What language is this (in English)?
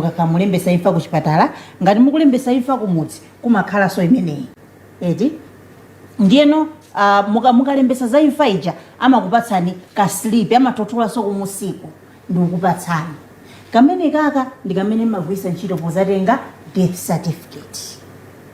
Nyanja